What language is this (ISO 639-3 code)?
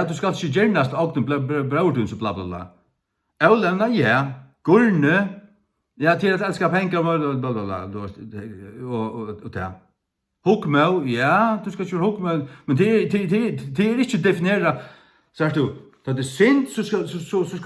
fao